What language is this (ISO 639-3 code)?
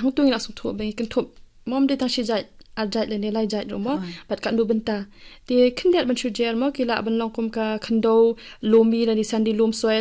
kha